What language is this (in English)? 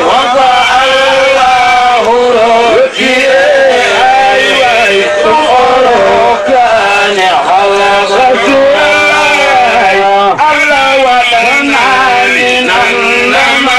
Fula